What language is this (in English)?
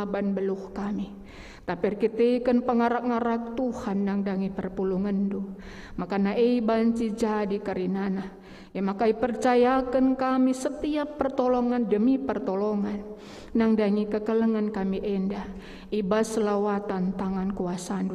Batak Karo